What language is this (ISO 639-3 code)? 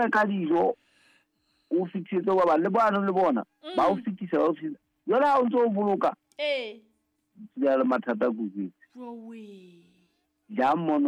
sot